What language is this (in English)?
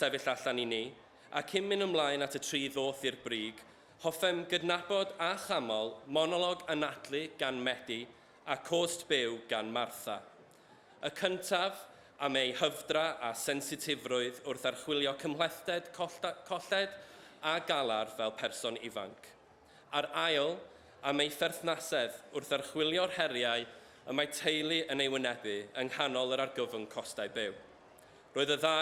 Welsh